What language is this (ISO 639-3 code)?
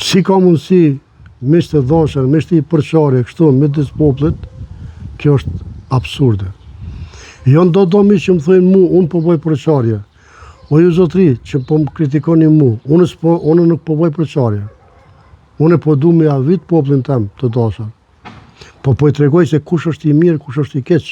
sqi